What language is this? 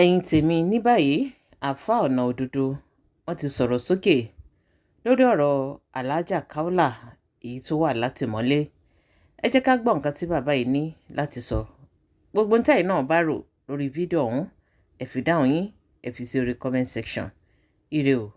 Yoruba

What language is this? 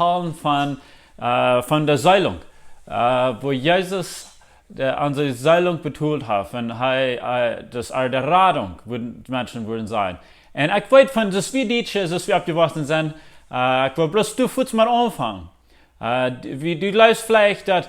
Plautdietsch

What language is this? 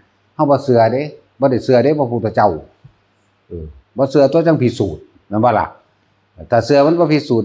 Northeastern Thai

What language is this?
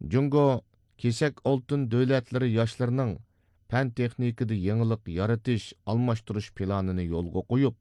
Uyghur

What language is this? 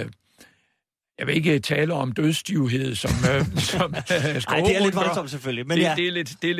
Danish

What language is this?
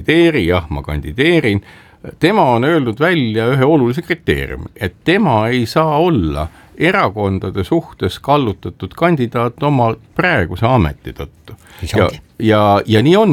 Estonian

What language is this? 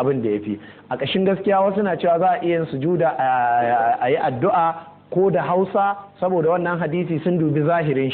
Hausa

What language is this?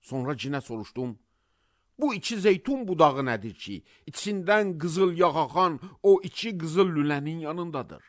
Azerbaijani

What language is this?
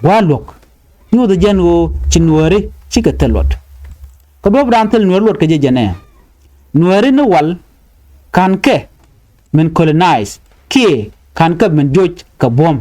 Nuer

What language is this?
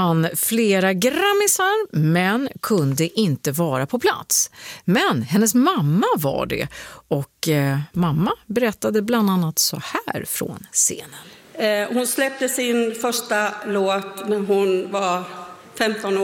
Swedish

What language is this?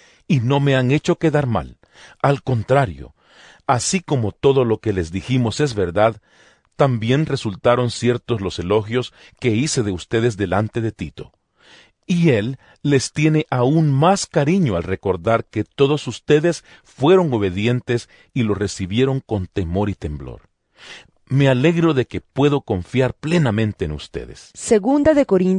Spanish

